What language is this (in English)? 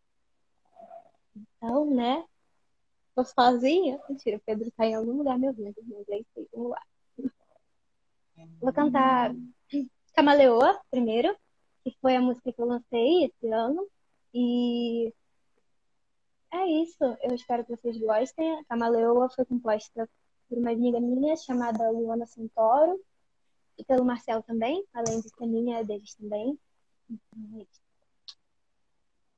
Portuguese